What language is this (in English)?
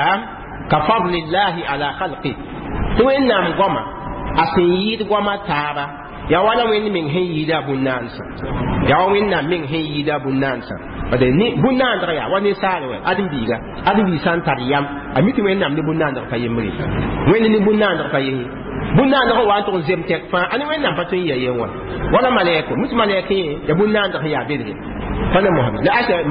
Mossi